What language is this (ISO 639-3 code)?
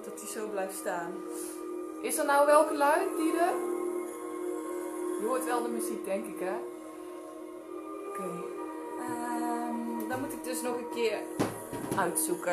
nld